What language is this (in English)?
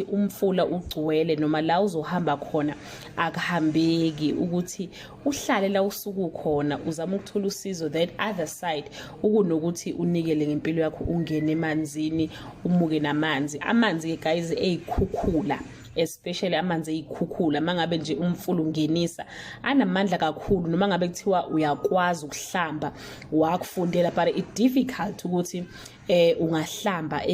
Zulu